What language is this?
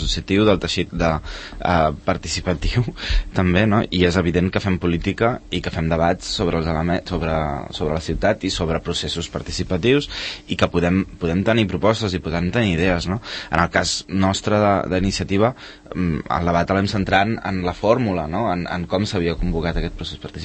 Catalan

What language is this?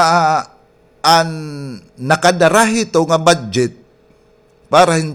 Waray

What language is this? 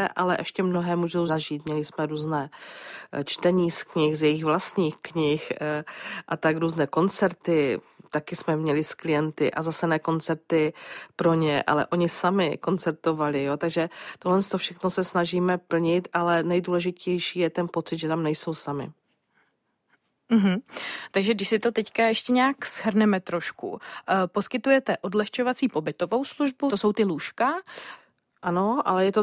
Czech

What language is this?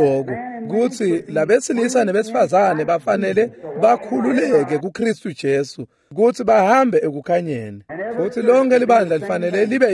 Swati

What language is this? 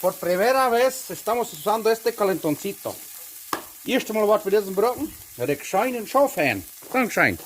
Plautdietsch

